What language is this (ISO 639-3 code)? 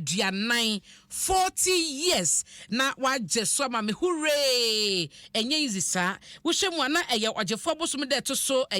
aka